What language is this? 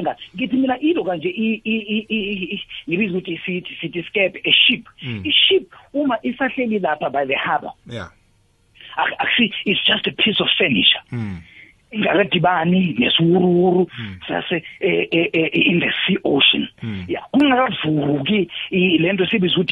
South Ndebele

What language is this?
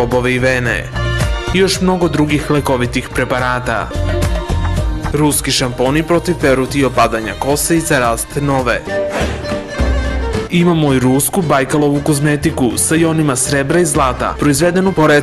Serbian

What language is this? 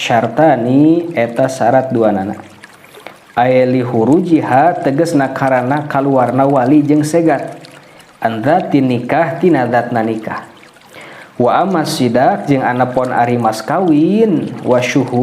Sundanese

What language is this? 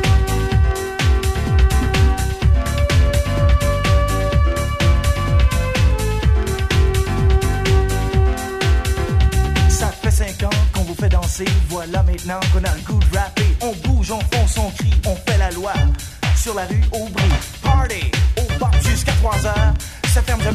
French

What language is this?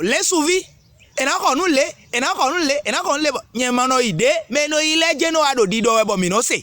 Fon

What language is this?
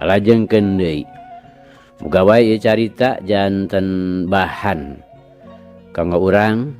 Sundanese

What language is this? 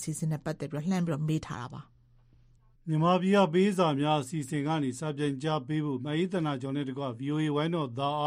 Burmese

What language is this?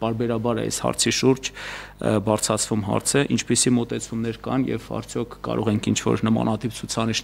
Armenian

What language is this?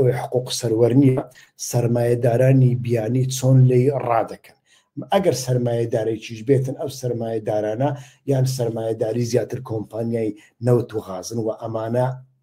Central Kurdish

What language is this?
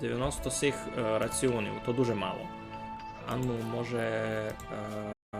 Rusyn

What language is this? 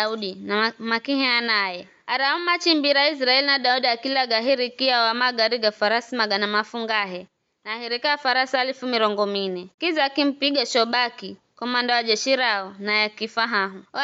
Giryama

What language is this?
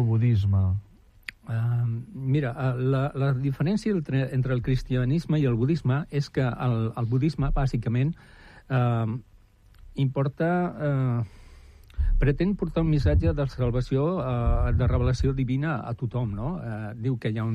Catalan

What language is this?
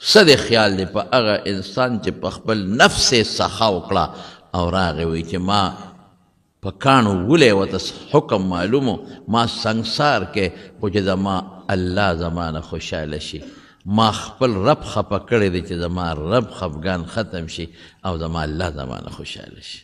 Pashto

